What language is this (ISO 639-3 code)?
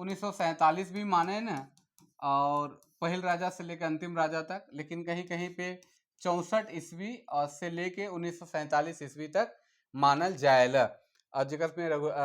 sck